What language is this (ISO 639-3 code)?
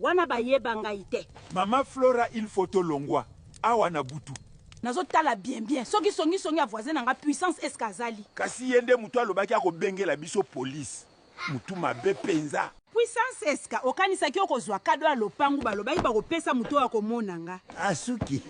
lin